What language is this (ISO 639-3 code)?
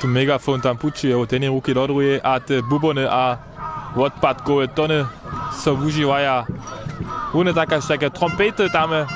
hsb